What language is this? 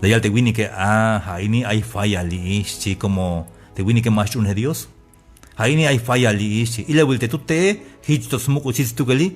Tzeltal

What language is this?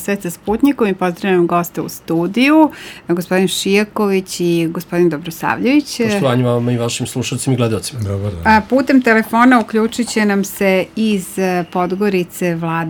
Serbian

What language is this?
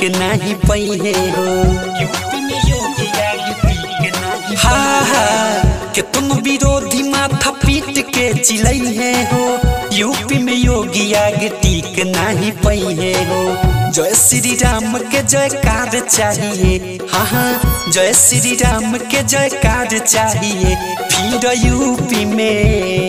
Bhojpuri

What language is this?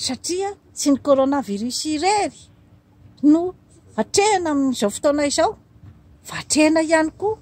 Malagasy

